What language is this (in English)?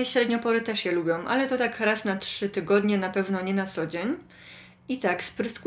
Polish